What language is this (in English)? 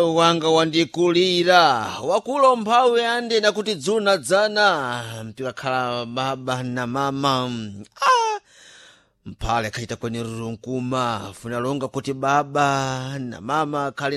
Sena